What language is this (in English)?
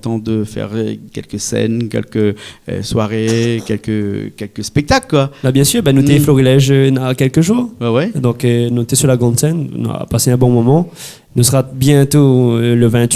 Réunion Creole French